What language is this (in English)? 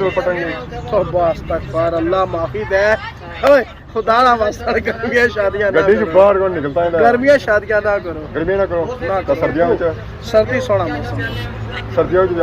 Pahari-Potwari